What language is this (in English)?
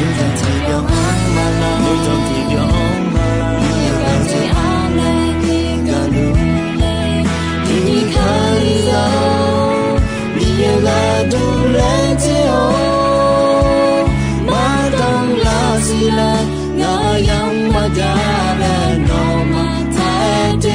Akha